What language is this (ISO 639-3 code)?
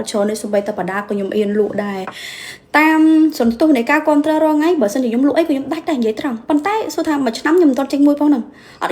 khm